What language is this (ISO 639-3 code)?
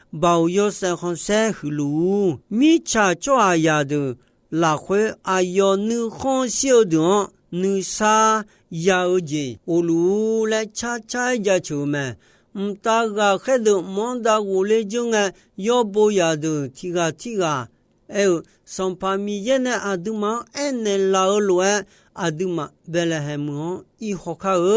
ahk